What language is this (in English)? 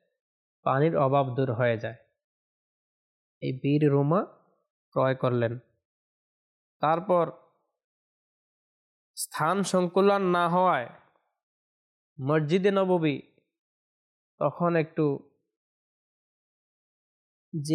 Bangla